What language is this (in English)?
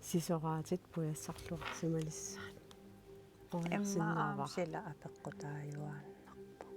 Kalaallisut